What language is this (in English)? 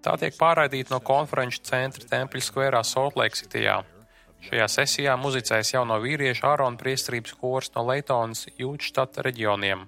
Latvian